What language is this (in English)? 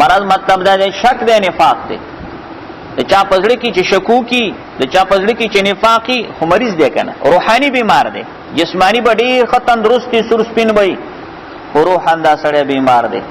Pashto